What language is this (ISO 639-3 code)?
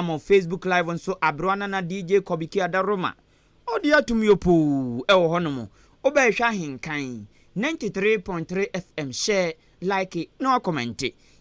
aka